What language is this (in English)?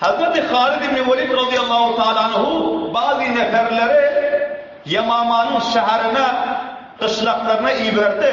Turkmen